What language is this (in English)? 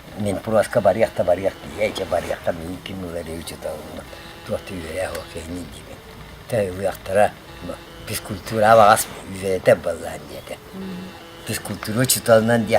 Yakut